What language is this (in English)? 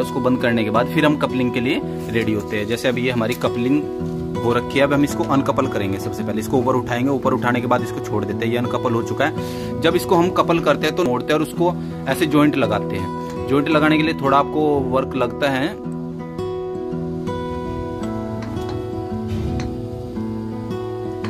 Hindi